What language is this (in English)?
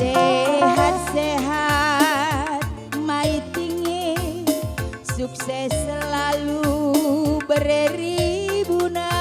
Batak Karo